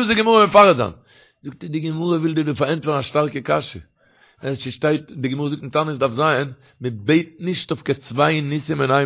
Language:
Yiddish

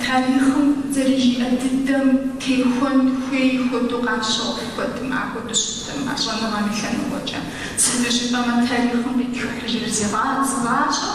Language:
Kabardian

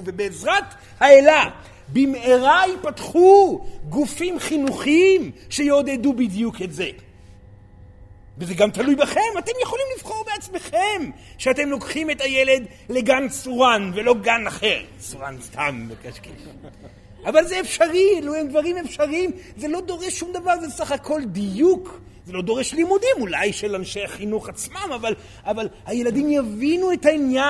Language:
Hebrew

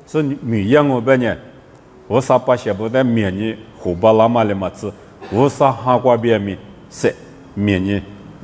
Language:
Lisu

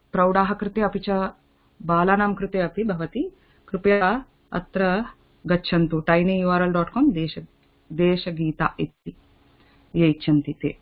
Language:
Sanskrit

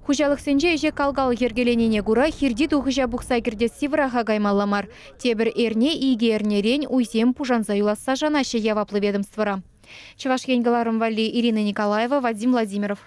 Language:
Chuvash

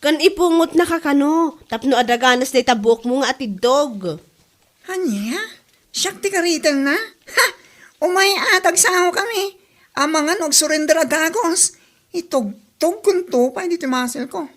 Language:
Iloko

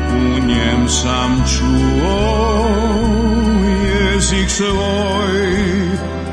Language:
Croatian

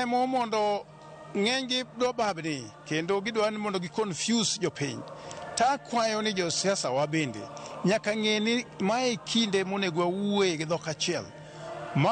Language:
Luo (Kenya and Tanzania)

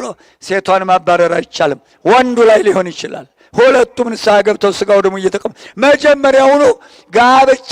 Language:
Amharic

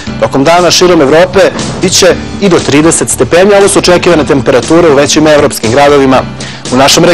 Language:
Serbian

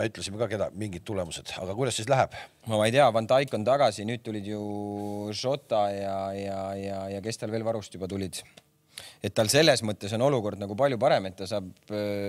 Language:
Estonian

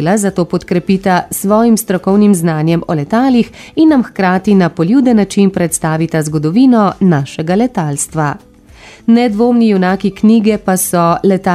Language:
Slovenian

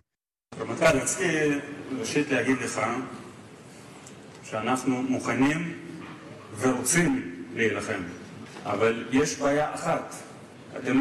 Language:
Hebrew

